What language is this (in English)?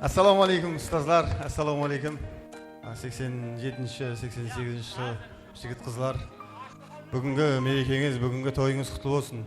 Kara-Kalpak